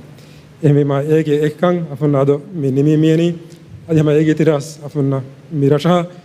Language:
Divehi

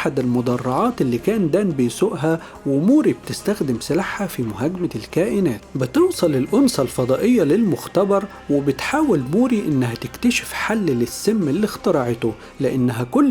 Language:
Egyptian Arabic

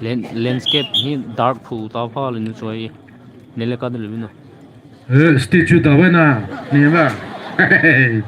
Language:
Poumei Naga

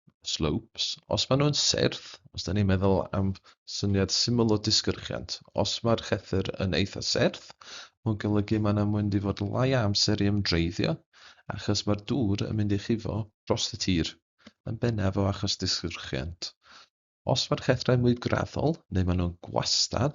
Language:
Welsh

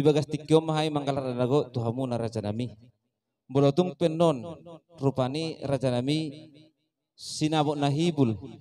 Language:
Batak Toba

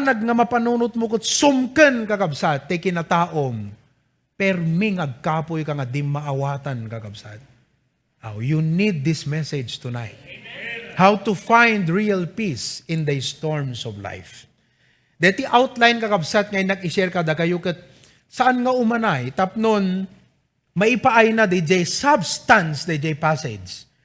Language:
Iloko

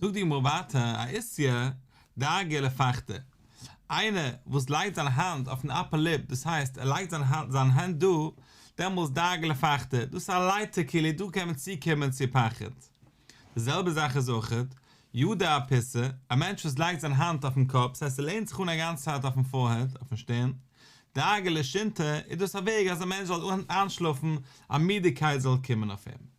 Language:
Yiddish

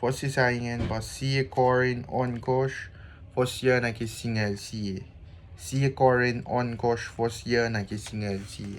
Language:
Kosraean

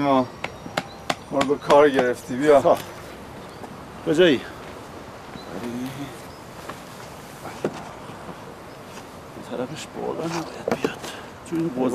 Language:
Persian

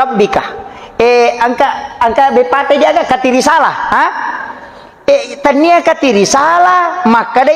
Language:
Buginese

